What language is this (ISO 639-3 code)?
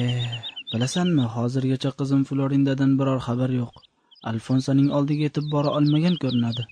uzb